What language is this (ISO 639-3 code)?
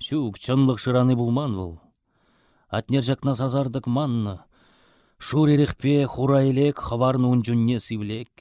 chv